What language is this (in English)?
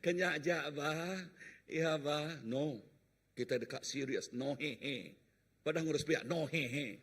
Iban